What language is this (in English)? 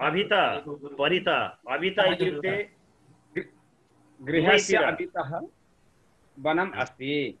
Sanskrit